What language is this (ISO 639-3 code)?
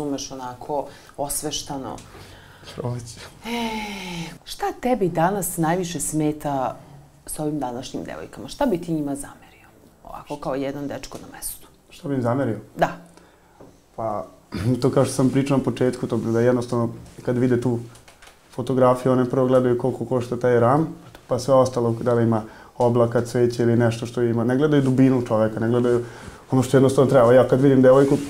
srp